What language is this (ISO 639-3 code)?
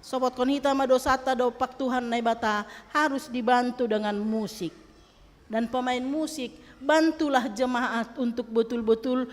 bts